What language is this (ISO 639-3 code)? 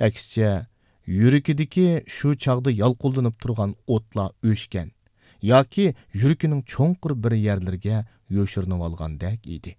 uig